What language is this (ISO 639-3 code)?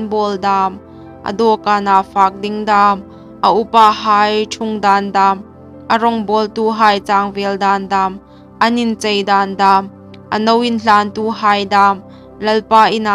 hmr